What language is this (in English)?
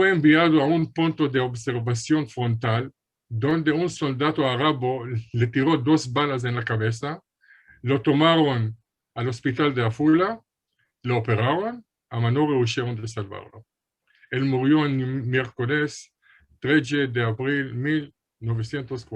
Ladino